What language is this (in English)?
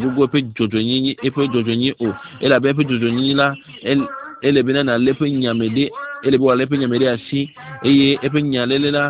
Ewe